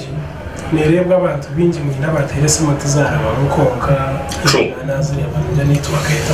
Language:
Nyankole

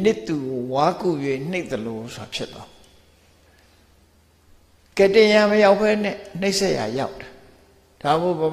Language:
Burmese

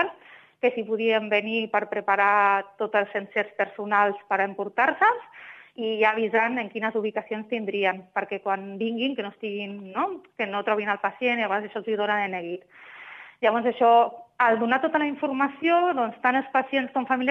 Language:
Catalan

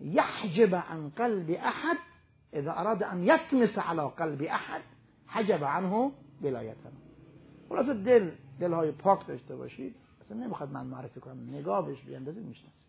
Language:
Persian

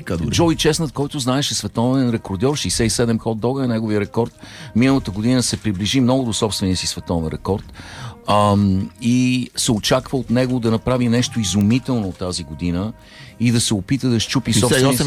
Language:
Bulgarian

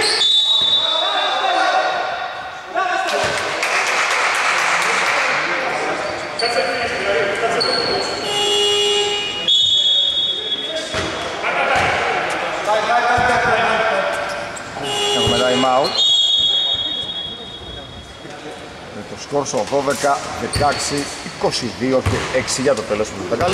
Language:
Greek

